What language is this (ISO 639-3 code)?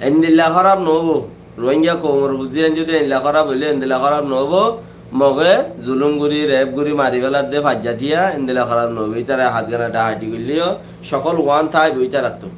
rhg